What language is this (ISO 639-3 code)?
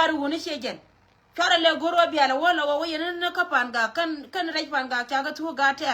nus